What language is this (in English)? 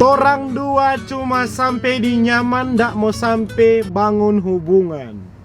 Manado Malay